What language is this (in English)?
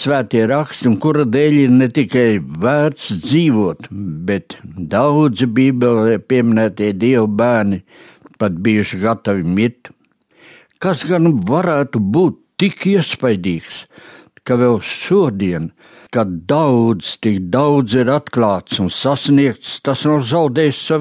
Latvian